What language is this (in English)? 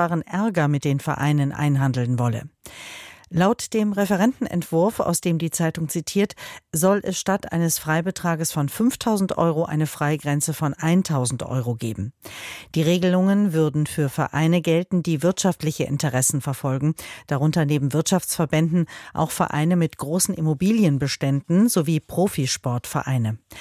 German